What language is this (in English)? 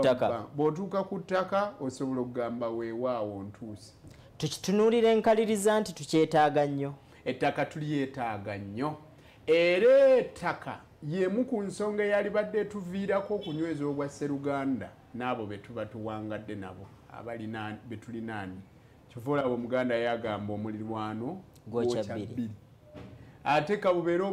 Ganda